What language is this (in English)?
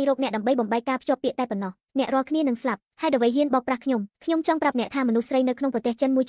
Khmer